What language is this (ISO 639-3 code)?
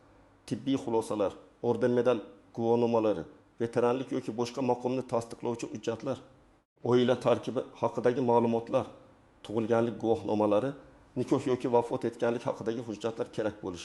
uzb